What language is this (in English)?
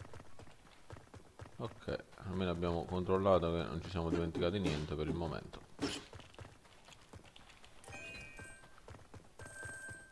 Italian